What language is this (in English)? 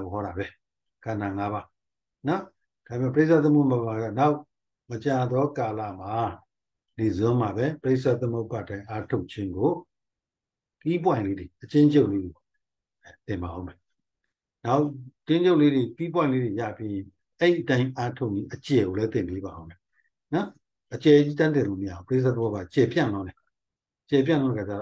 Burmese